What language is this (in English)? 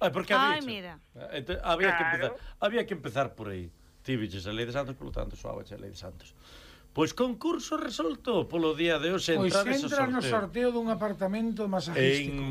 Galician